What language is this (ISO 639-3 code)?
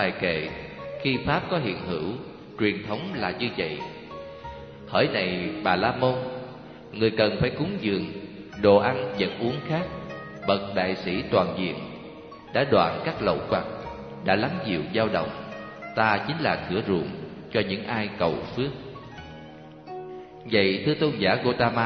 vie